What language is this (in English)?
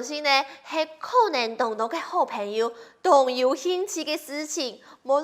Hakka Chinese